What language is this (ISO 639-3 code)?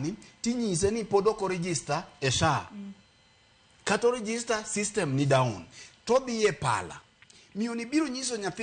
luo